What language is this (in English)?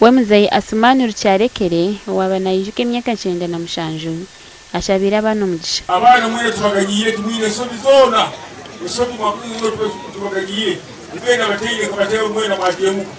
Nyankole